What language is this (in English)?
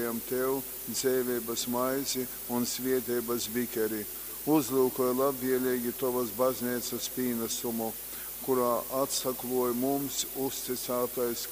Latgalian